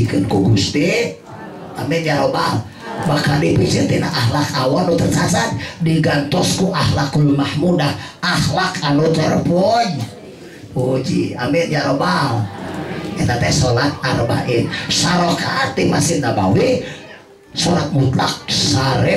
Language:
Sundanese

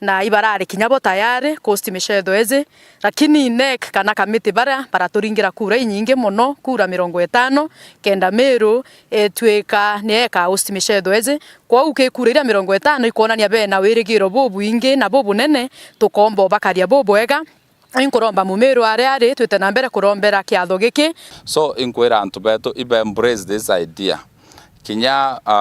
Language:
Meru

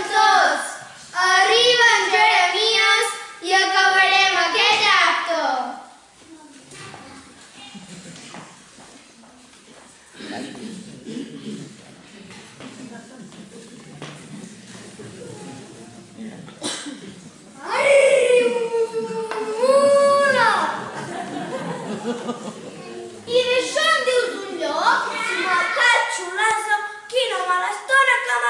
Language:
Catalan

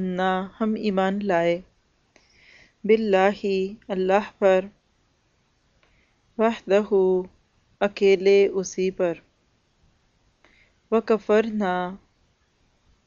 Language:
Urdu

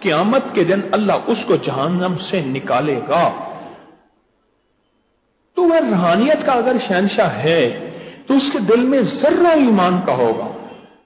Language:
Urdu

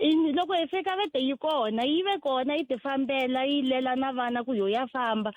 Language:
Tsonga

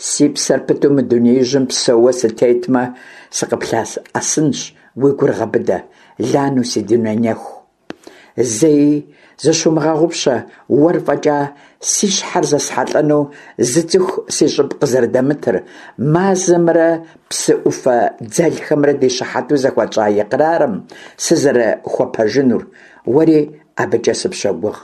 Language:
Kabardian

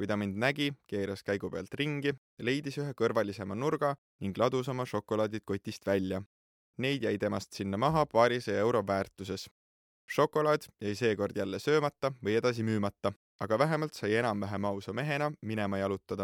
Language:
Estonian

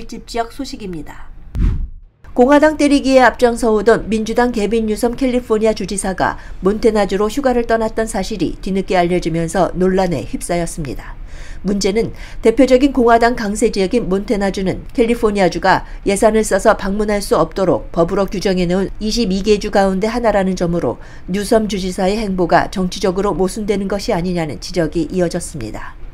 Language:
Korean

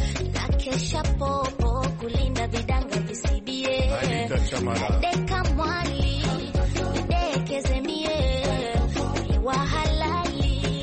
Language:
Swahili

